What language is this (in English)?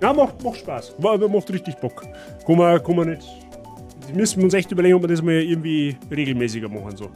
Bavarian